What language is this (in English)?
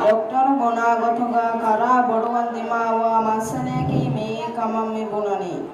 Divehi